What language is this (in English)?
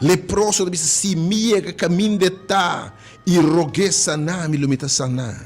Papiamento